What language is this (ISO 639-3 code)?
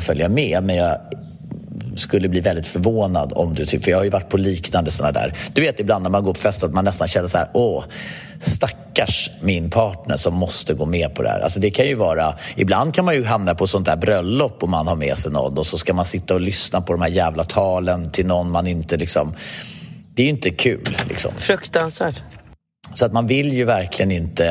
swe